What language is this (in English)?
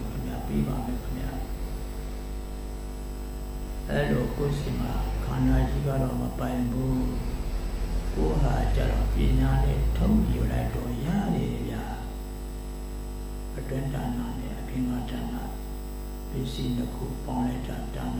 Burmese